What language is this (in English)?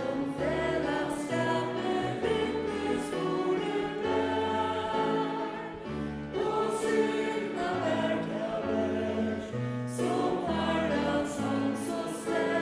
Faroese